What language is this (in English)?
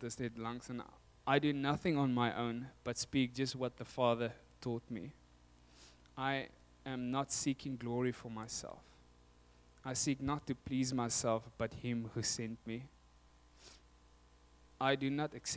Afrikaans